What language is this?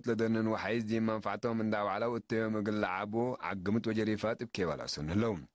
Tigre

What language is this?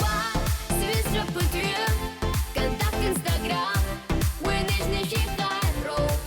Abkhazian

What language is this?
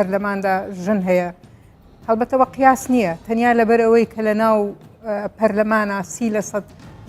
Central Kurdish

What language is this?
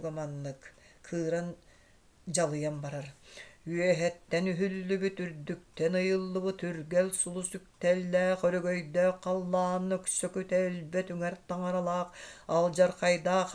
Yakut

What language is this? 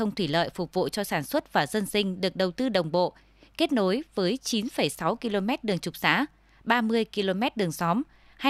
Vietnamese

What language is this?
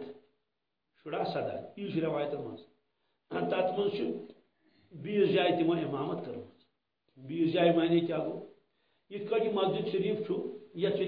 Kashmiri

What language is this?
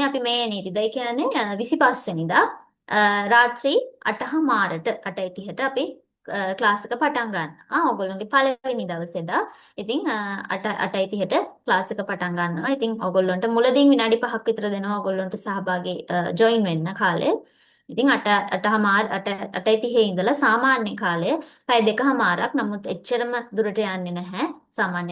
Sinhala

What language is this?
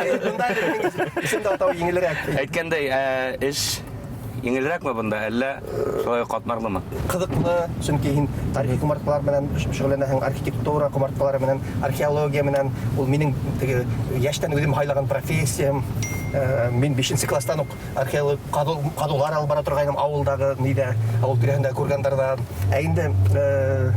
Bashkir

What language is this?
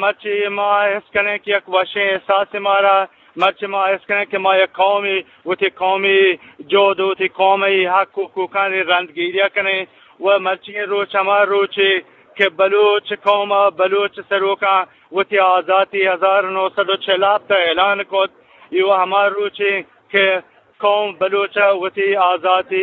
Eastern Balochi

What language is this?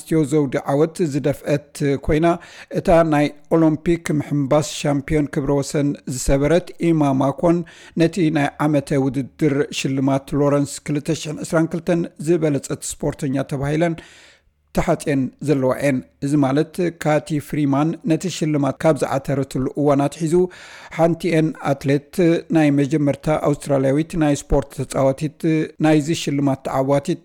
Tigrinya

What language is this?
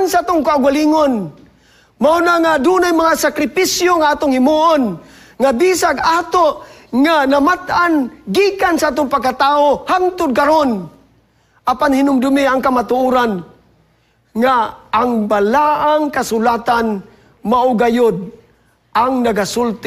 Cebuano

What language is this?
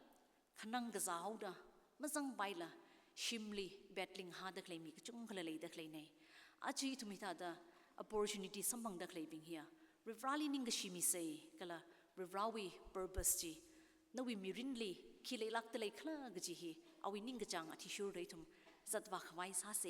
Tangkhul Naga (India)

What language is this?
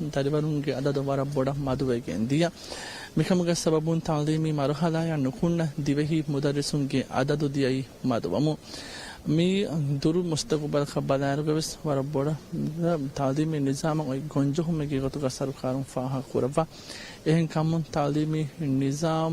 Divehi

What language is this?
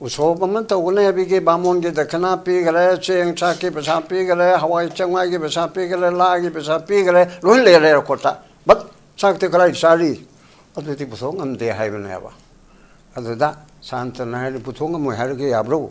Manipuri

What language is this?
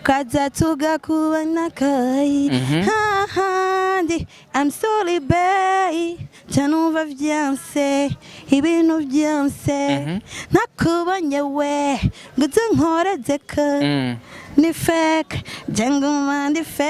Rundi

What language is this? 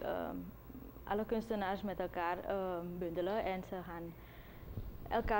Dutch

